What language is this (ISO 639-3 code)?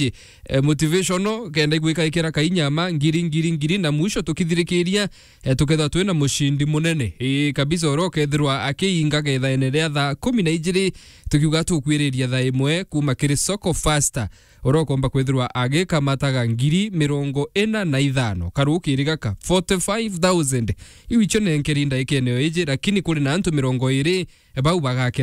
mer